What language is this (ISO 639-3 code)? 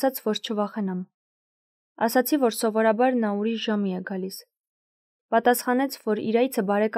hye